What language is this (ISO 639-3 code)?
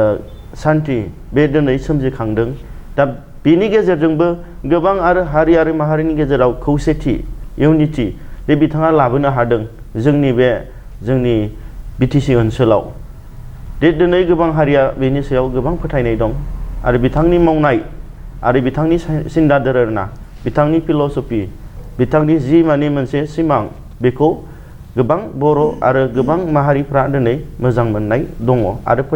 brx